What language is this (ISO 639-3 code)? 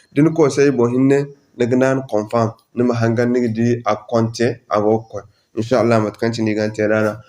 dje